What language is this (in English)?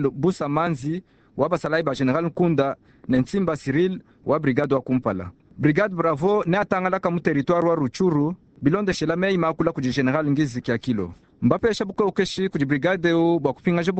Luba-Lulua